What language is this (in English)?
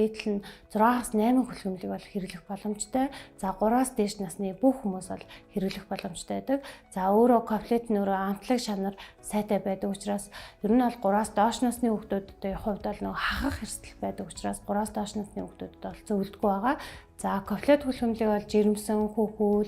Mongolian